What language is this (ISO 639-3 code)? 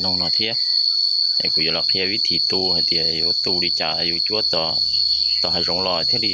hmn